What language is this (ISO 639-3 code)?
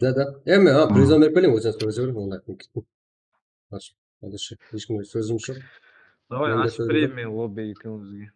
kaa